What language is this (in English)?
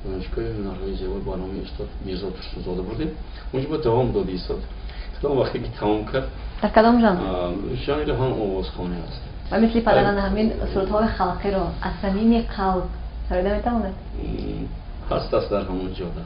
Tajik